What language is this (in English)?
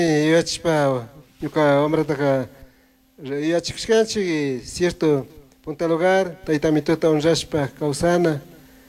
Chimborazo Highland Quichua